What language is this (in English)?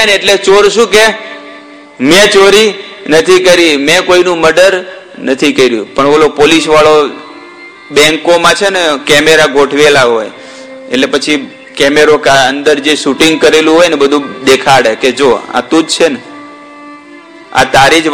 Gujarati